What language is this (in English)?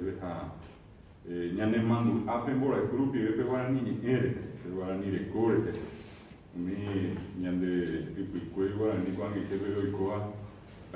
Guarani